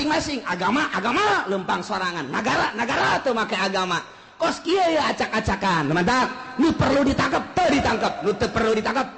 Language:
Sundanese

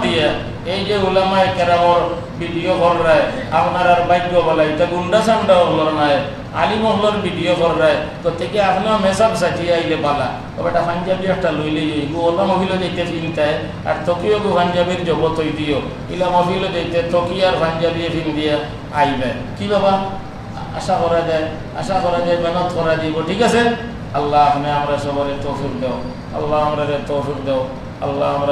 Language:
Sylheti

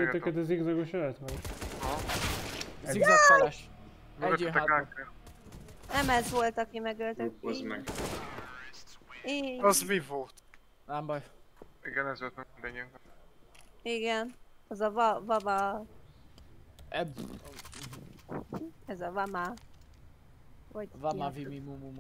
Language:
Hungarian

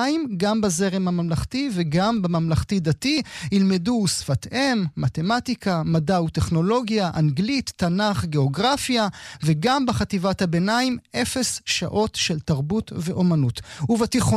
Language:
Hebrew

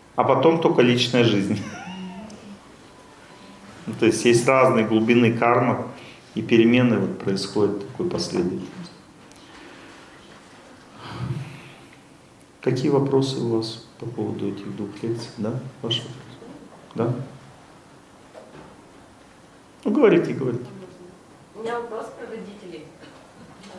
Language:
Russian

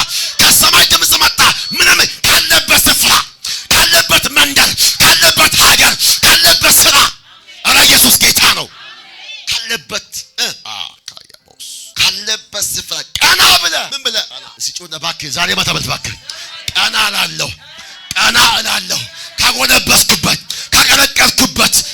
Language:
Amharic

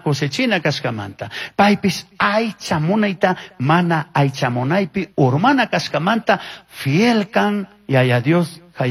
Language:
Chimborazo Highland Quichua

